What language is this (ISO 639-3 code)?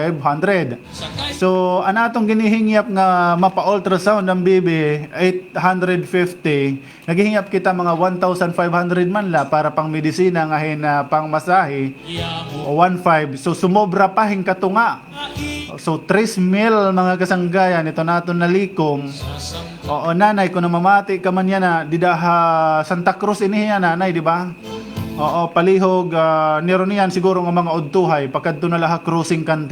war